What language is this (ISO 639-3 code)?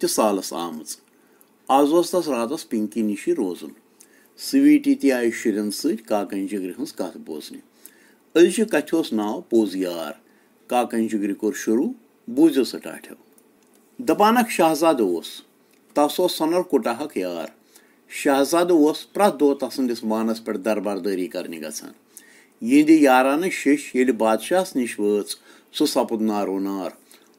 kas